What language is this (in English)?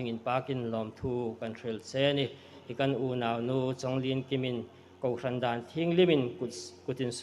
Hmar